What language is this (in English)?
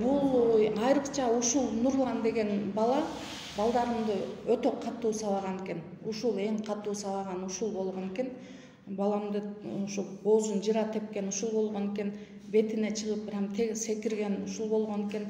Kyrgyz